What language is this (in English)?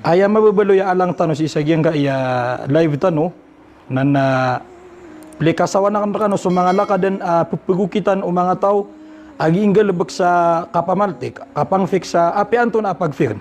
Maranao